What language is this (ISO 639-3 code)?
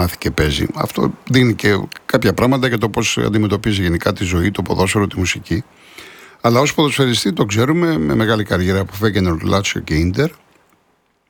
ell